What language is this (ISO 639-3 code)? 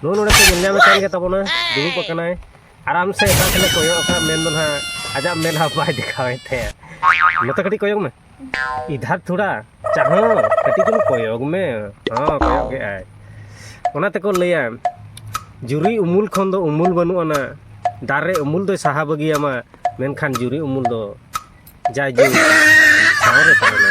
sat